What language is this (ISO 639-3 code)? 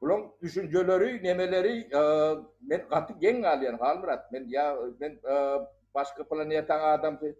tuk